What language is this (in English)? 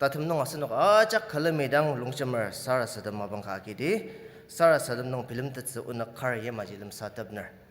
Ao Naga